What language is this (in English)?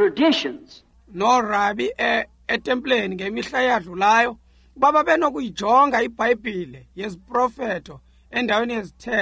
Xhosa